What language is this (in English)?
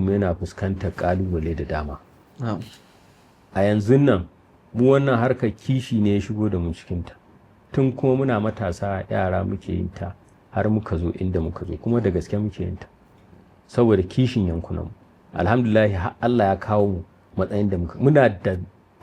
Hausa